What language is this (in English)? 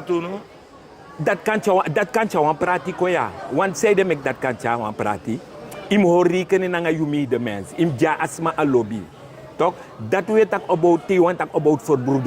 Sranan Tongo